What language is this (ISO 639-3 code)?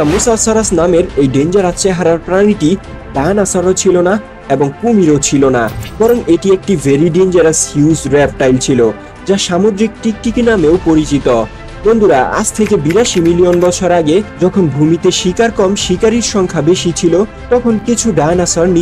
ben